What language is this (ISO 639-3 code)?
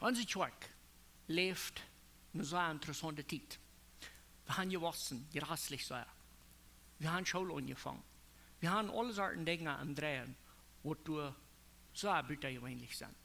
pdt